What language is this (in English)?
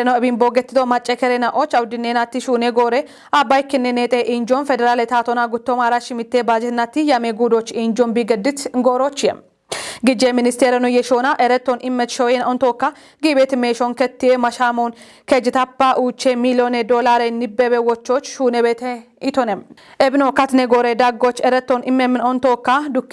Kafa